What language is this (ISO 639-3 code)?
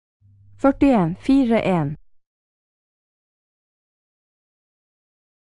nor